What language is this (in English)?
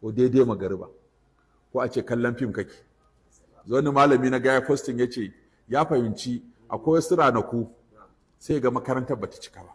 Hausa